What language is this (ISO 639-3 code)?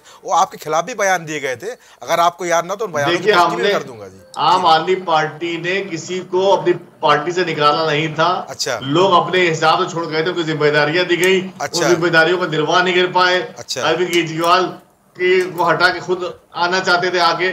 hin